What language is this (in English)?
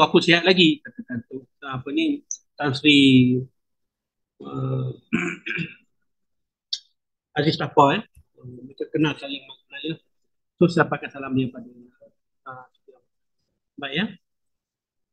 Malay